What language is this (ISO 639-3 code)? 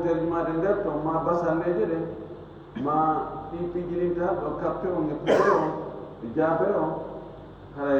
ful